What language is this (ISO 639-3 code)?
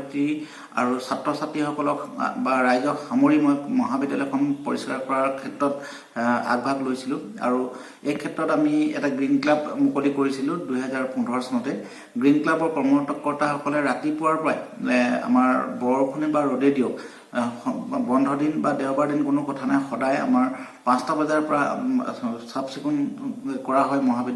asm